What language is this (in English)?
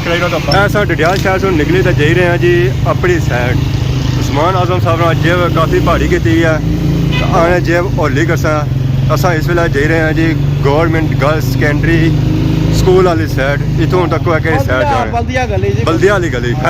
Pahari-Potwari